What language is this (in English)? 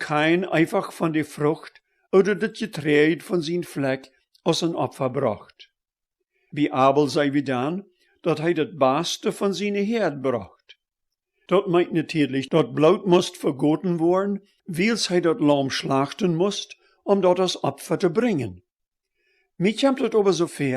Plautdietsch